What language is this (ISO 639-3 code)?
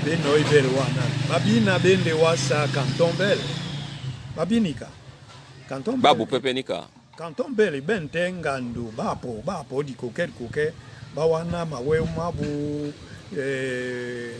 dua